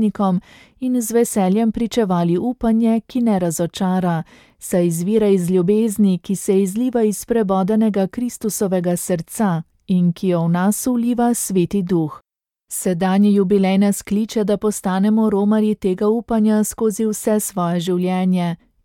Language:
Slovenian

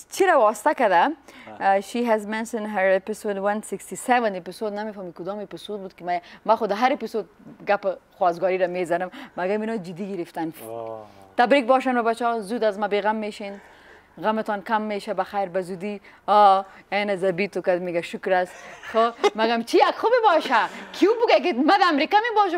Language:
Pashto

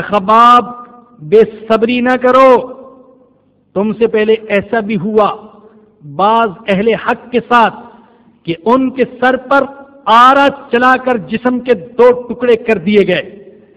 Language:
Urdu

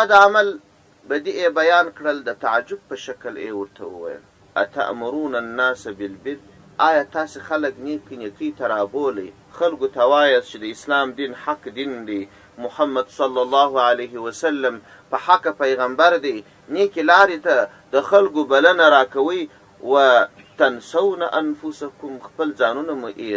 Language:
Pashto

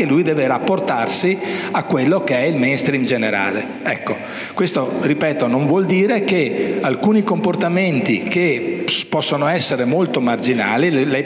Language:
Italian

